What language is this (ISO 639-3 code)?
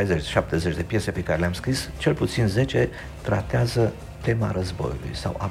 ron